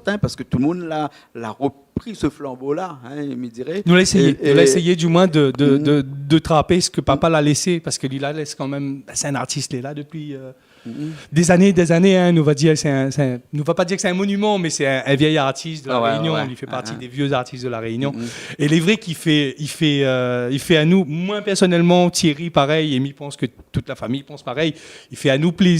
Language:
Réunion Creole French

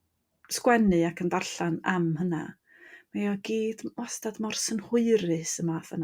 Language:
Welsh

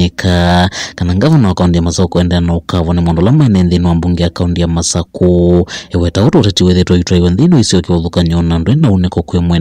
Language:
Kamba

